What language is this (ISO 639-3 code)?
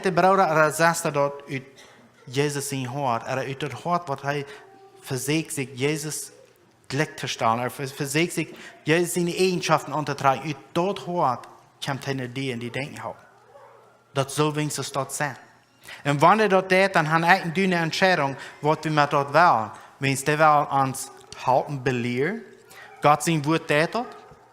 pdt